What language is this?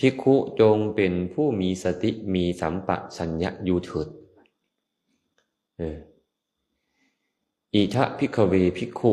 Lao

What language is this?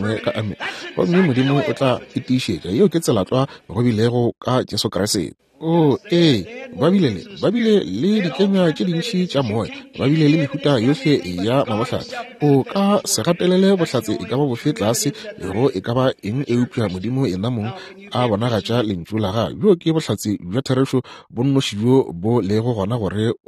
Northern Sotho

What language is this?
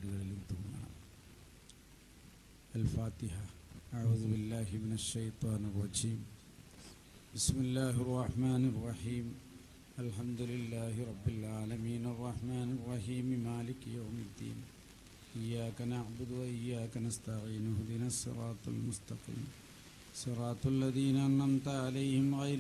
Malayalam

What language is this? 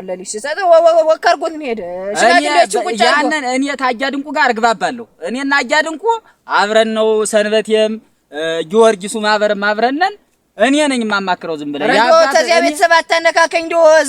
Amharic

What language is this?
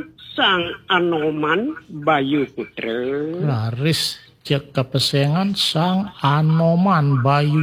Balinese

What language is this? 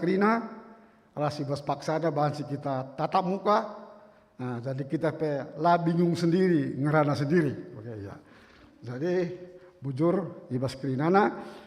Batak Karo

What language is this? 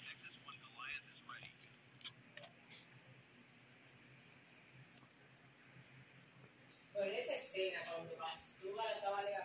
Spanish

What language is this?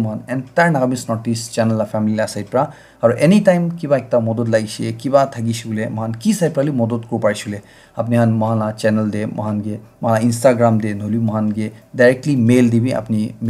Naga Pidgin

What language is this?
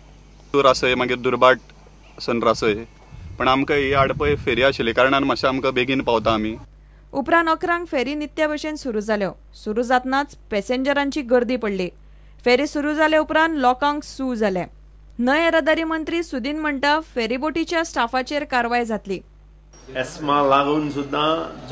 Konkani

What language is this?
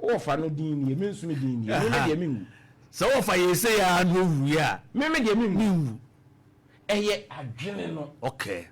Akan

